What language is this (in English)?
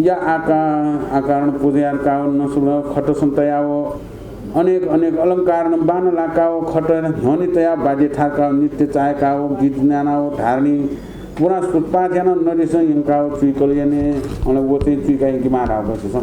Newari